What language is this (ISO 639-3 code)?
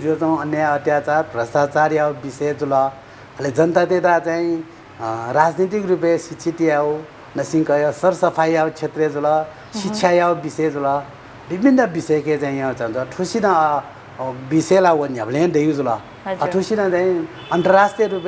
new